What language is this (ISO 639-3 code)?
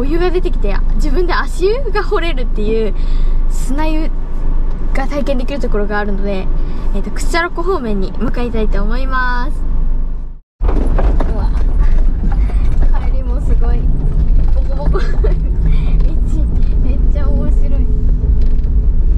jpn